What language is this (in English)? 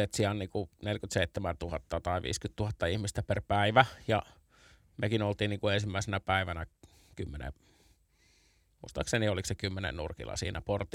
Finnish